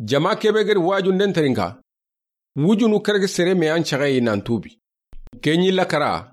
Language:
Soninke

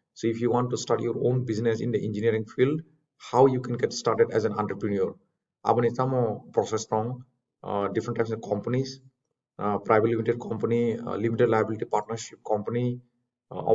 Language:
Kok Borok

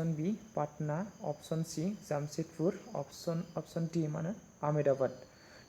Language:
Bodo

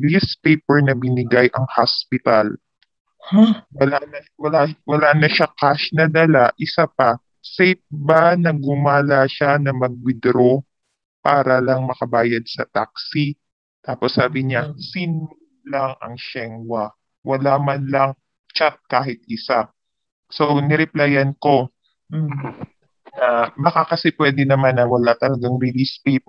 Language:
Filipino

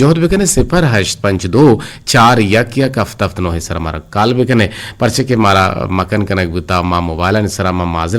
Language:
Eastern Balochi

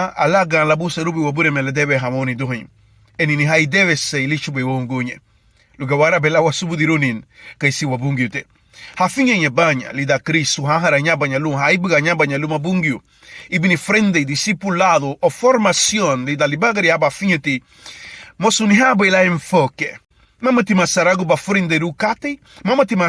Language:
Garifuna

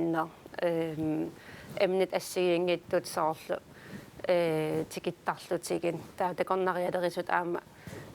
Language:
Kalaallisut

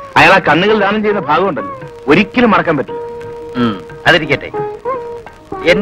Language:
Malayalam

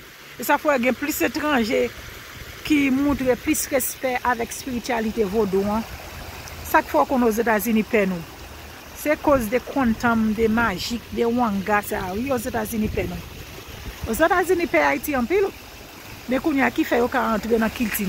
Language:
Haitian Creole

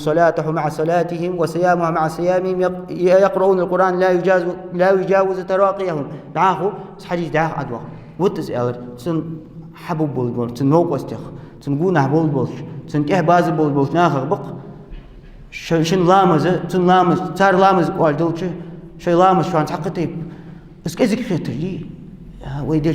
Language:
Ingush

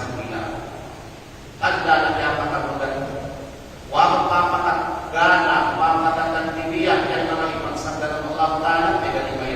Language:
Kalagan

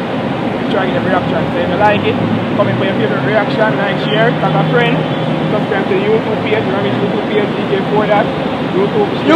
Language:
Jamaican Creole English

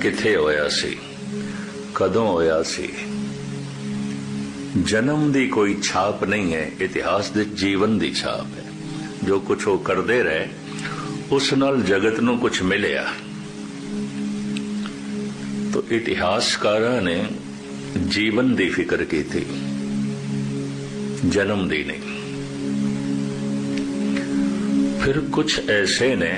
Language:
Punjabi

